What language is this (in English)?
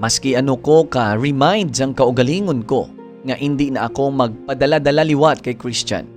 Hiligaynon